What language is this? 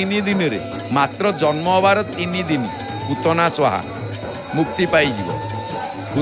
Odia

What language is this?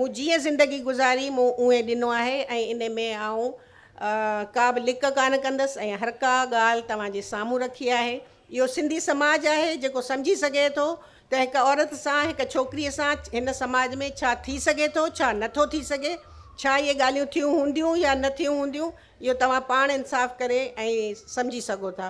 Sindhi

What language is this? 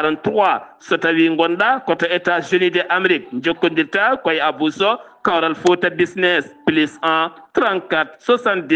Fula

